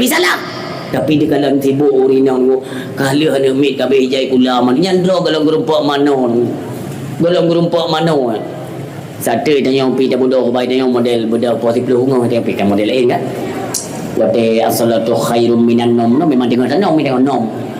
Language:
Achinese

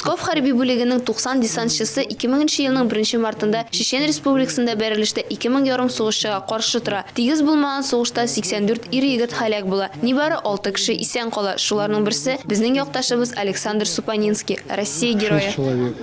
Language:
Tatar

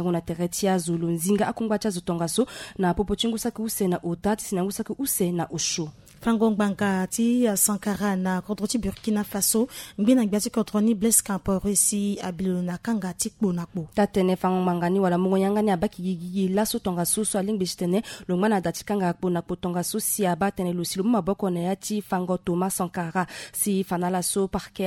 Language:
Sango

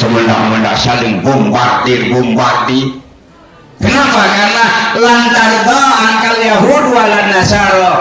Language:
Sasak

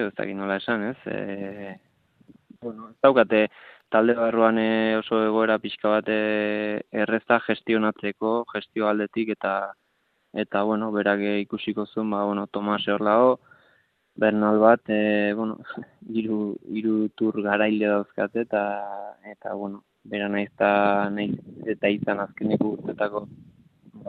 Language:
Basque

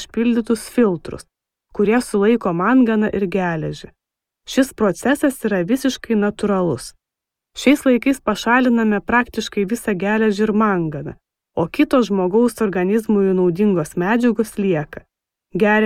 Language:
Lithuanian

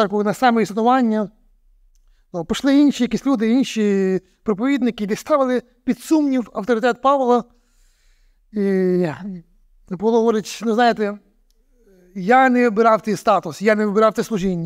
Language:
Ukrainian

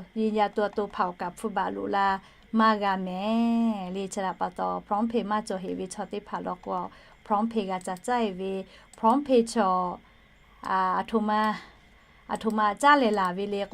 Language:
Lahu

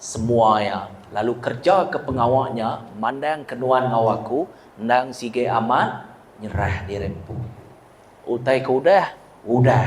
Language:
Iban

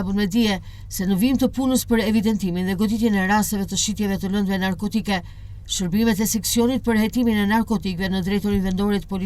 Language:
Albanian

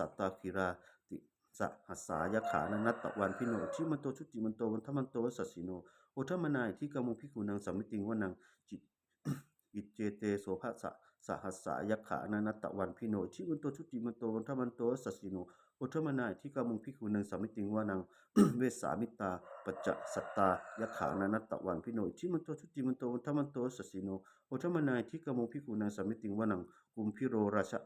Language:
Pali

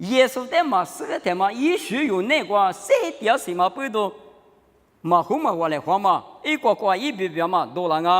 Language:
Lisu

